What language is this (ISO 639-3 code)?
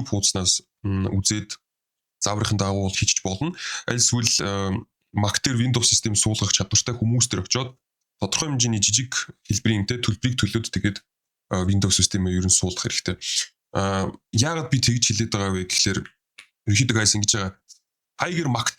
mon